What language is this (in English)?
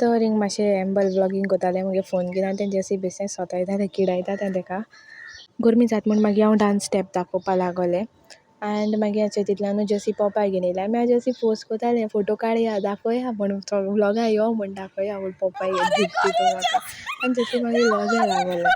Konkani